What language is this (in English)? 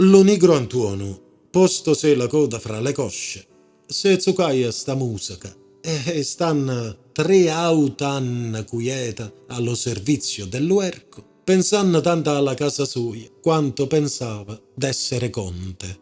Neapolitan